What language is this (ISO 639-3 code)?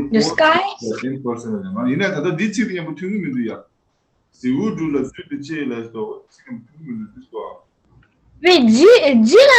bod